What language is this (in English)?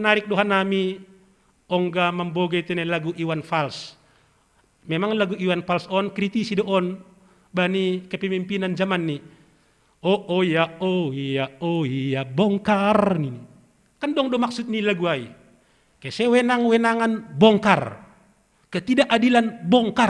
Batak Simalungun